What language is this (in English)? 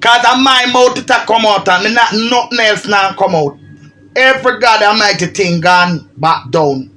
Jamaican Creole English